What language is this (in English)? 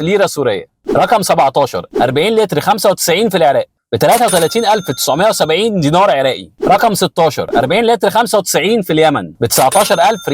Egyptian Arabic